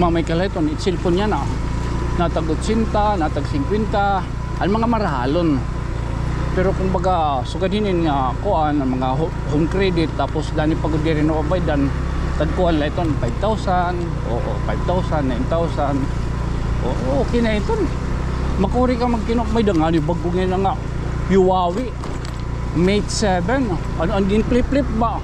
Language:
Waray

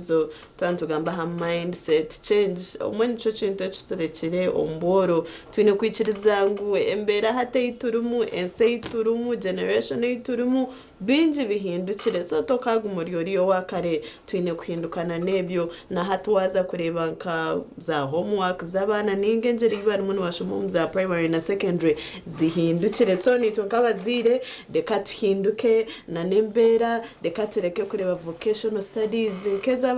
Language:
Nyankole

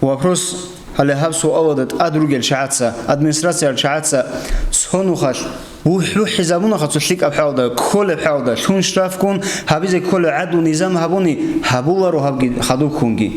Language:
Avaric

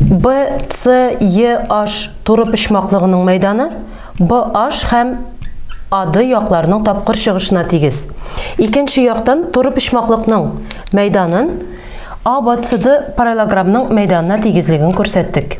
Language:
Tatar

